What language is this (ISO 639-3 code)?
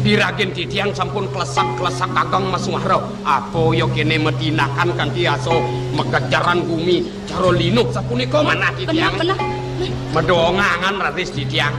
ban